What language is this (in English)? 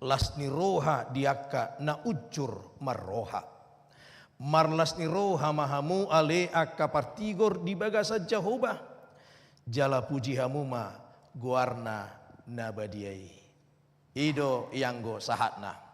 Batak Toba